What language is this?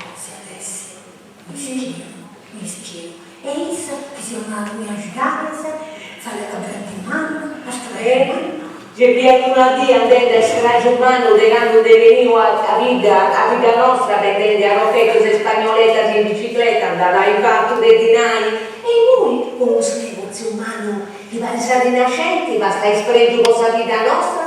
Sardinian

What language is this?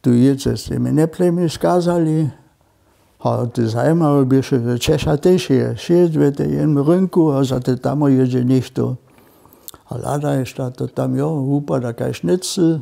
Upper Sorbian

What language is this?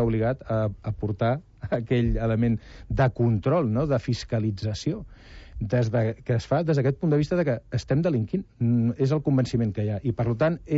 Catalan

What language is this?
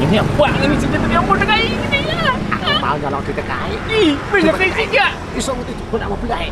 Banjar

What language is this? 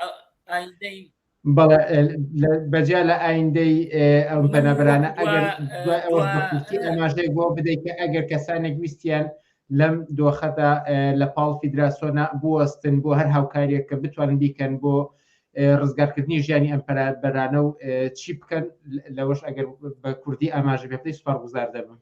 Central Kurdish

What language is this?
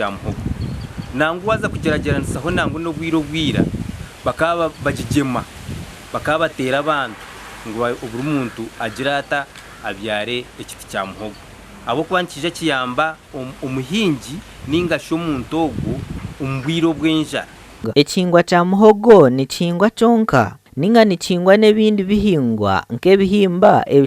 Nyankole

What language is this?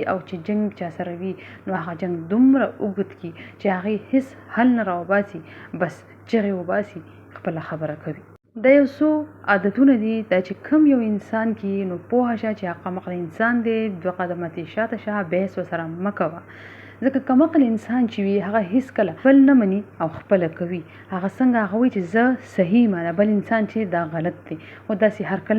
Pashto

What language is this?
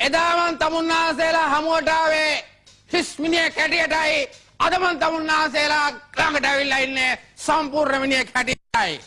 Sinhala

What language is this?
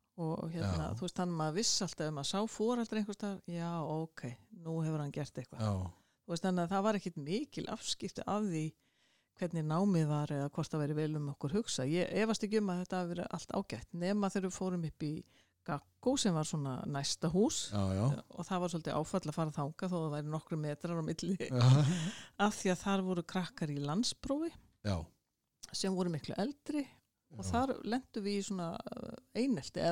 Icelandic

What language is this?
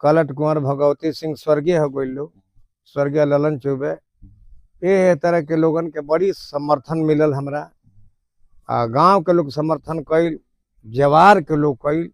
Bhojpuri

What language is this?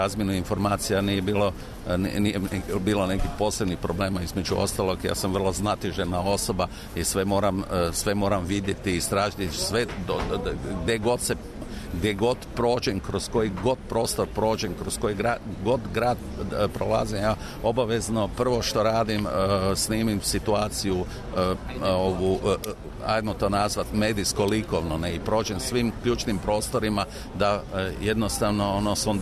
Serbian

